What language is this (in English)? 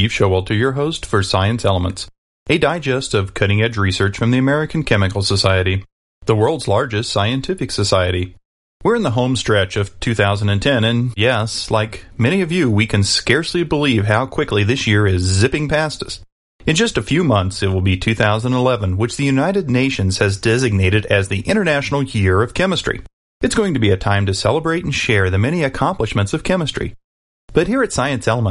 English